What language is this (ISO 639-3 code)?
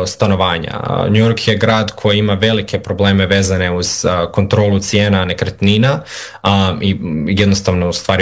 hrv